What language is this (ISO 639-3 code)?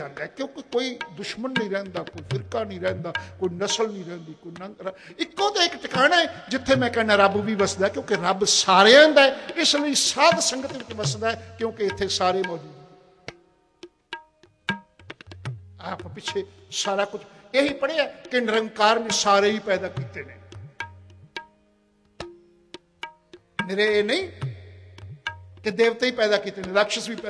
pan